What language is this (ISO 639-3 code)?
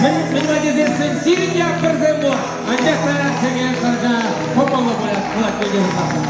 chv